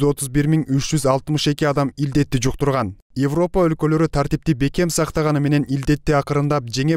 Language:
Kyrgyz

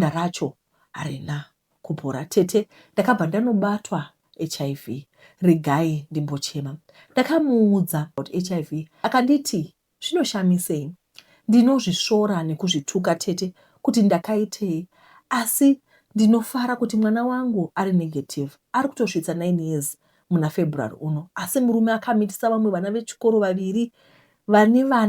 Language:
Shona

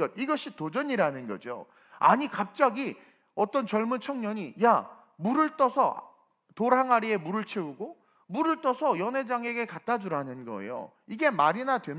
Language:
Korean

